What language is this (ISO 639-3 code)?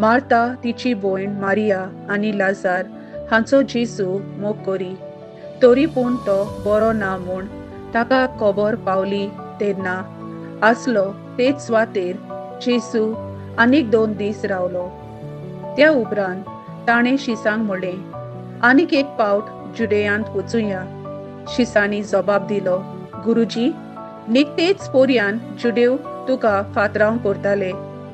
kok